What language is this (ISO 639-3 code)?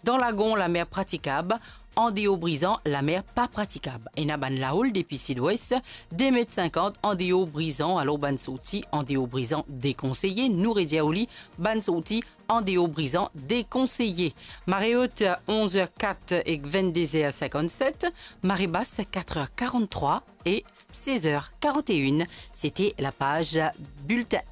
mfe